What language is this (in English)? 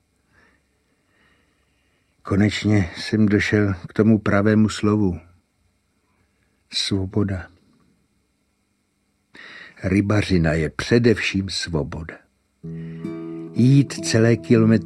Czech